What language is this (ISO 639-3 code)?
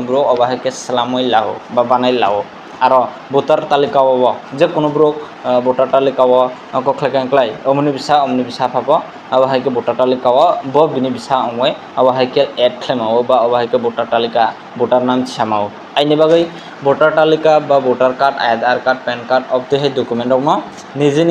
trp